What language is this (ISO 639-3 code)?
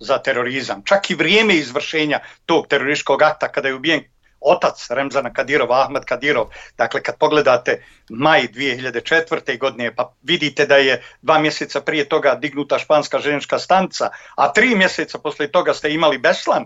bos